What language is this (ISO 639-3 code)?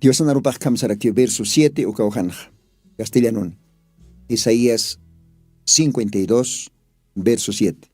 aym